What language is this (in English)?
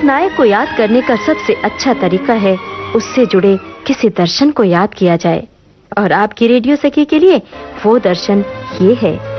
Hindi